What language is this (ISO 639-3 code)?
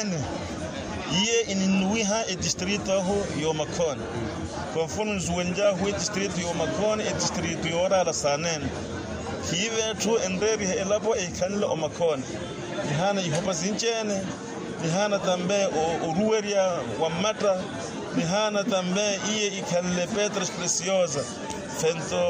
vmw